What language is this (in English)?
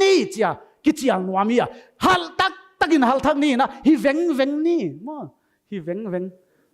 Paite Chin